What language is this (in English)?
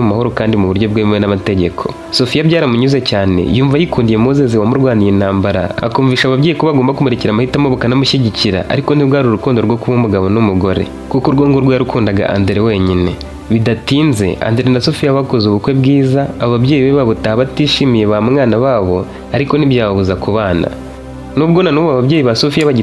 Kinyarwanda